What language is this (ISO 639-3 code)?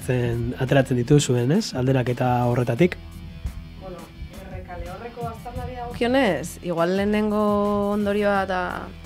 eus